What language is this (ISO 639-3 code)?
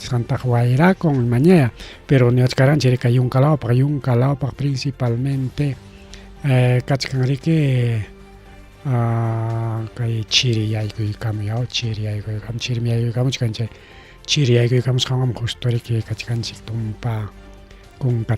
quy